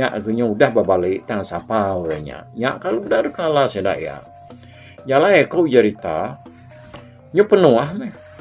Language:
Iban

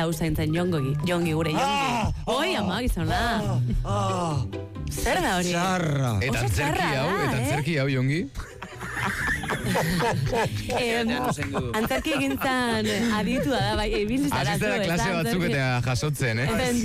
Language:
Basque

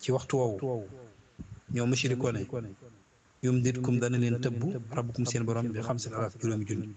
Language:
Wolof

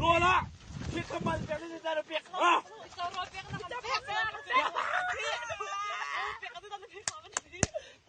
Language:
Hakha Chin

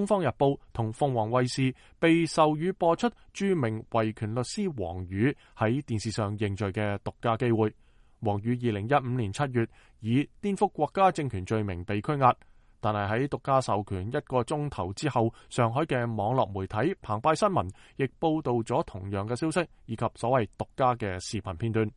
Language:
Cantonese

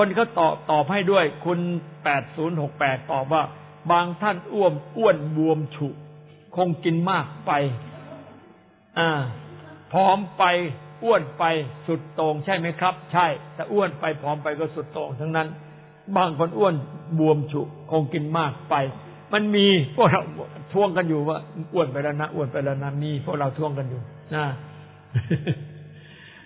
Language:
Thai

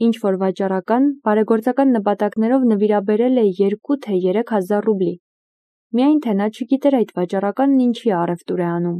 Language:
Armenian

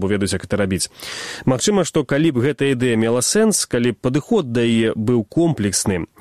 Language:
Belarusian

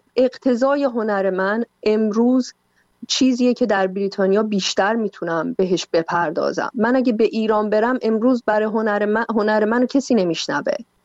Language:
Persian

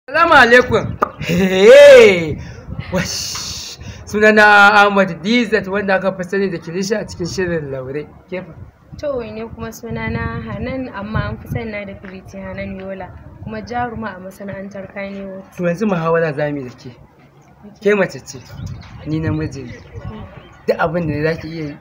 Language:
Hausa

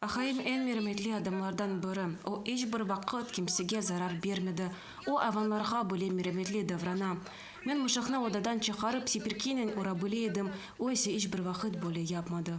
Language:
Crimean Tatar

